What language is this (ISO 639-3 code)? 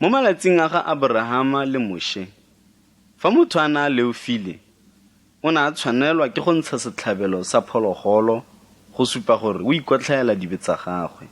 tsn